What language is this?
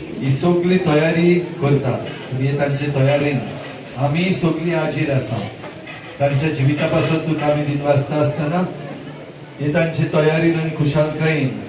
Konkani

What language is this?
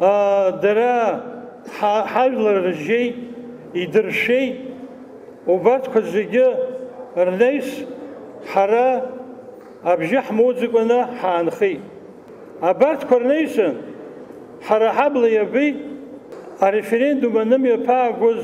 Abkhazian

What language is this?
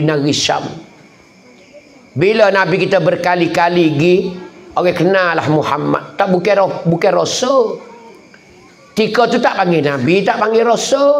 Pattani Malay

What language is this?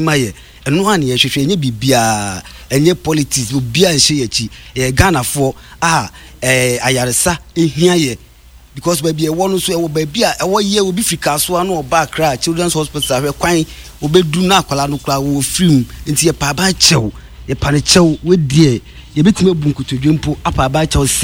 Akan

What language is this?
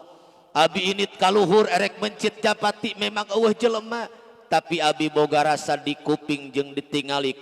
Sundanese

